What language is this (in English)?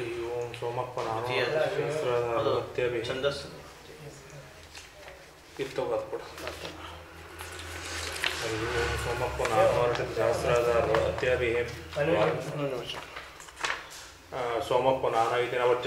Kannada